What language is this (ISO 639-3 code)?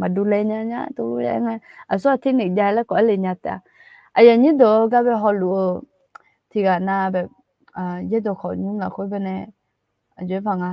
ahk